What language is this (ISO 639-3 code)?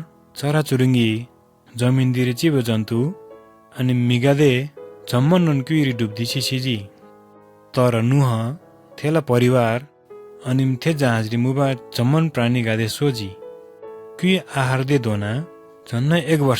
taj